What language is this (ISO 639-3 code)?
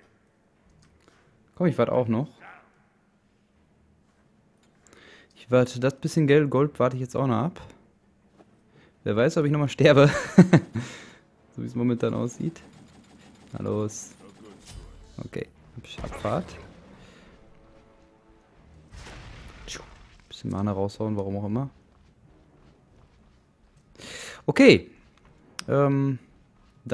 deu